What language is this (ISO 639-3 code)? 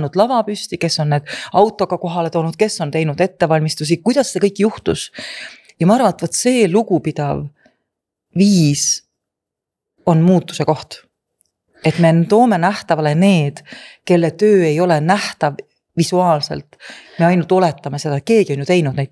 est